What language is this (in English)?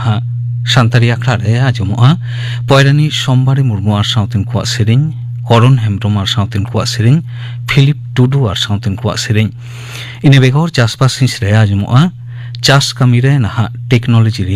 Santali